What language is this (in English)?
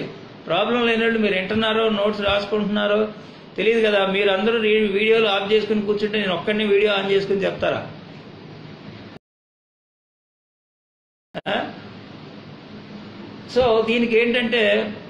Telugu